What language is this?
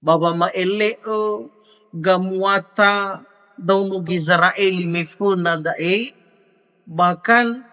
Nias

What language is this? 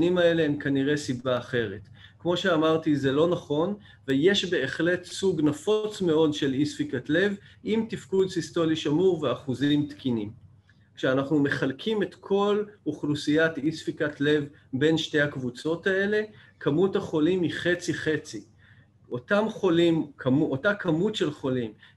Hebrew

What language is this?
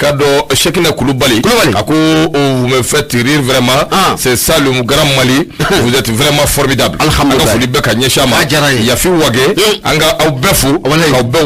Bambara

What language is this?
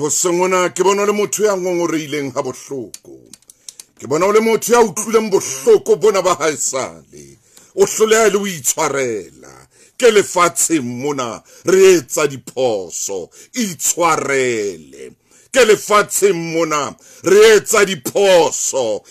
Southern Sotho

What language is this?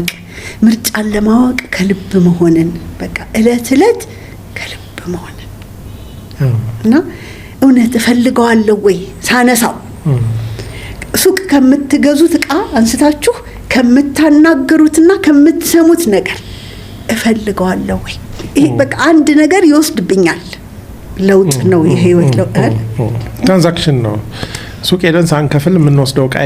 Amharic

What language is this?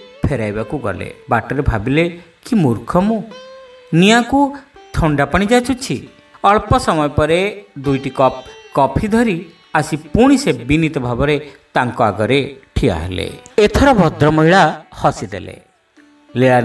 Odia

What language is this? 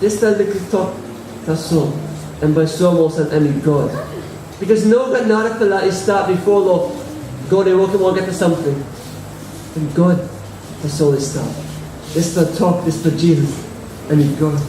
Tok Pisin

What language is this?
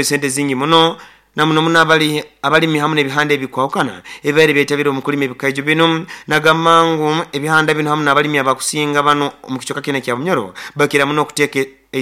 Nyoro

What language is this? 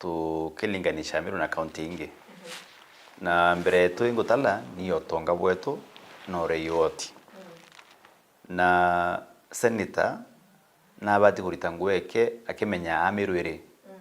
Meru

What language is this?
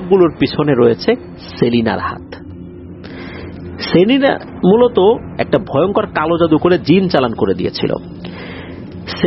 Bangla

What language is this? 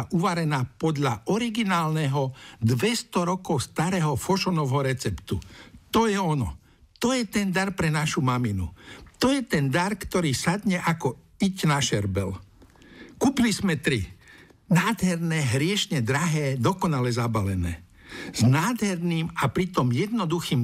Slovak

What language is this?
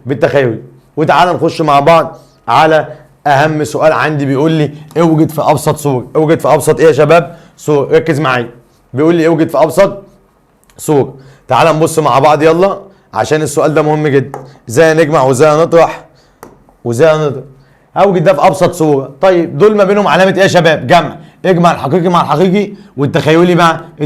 Egyptian Arabic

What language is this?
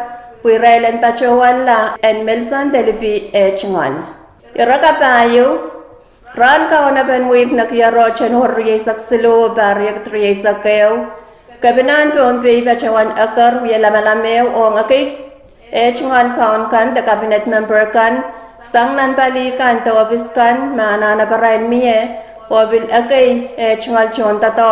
Pohnpeian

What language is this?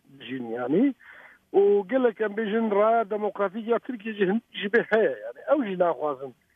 Kurdish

